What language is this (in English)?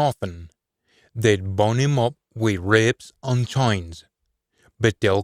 Scots